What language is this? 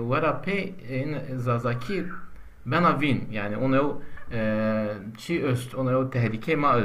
Zaza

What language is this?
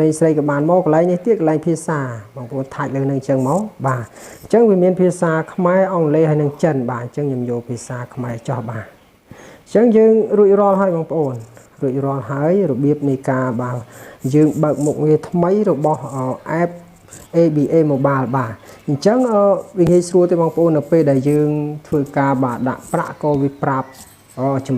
Khmer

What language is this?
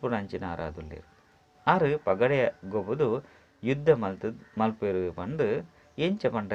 Tulu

